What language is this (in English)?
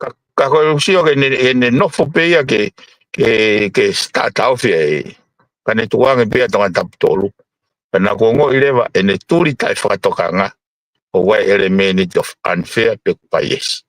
Tongan